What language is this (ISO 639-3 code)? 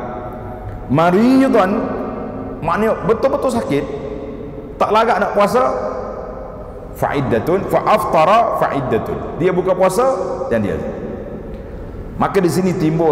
msa